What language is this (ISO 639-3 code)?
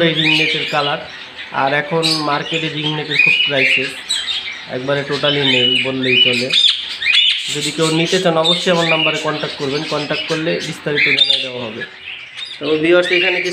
ben